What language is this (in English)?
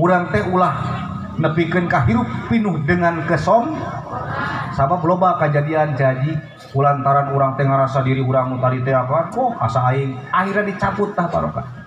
Sundanese